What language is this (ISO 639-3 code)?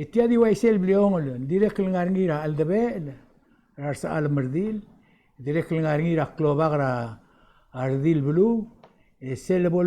pau